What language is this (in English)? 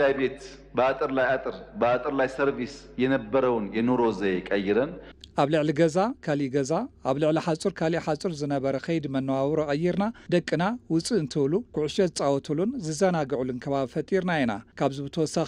Tigrinya